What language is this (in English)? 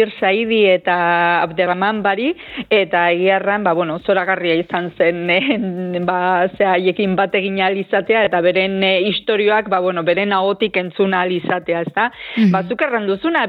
Basque